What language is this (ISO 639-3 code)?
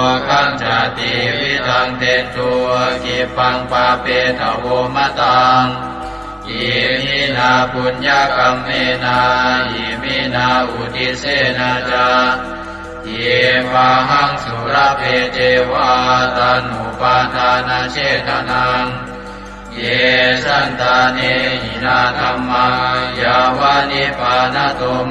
pli